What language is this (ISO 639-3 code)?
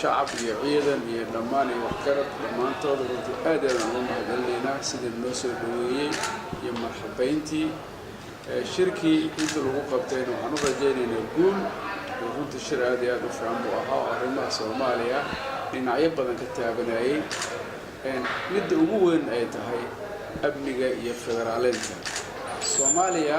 som